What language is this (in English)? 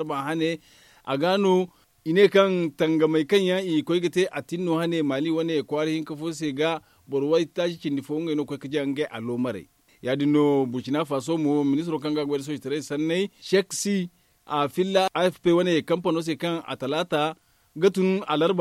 Zarma